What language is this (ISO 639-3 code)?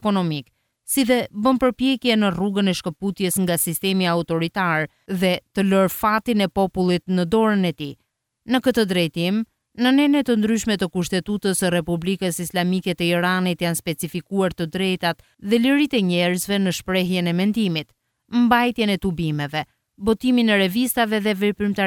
sqi